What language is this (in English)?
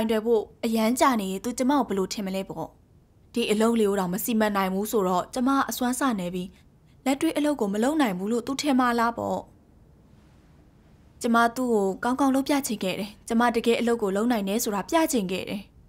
Burmese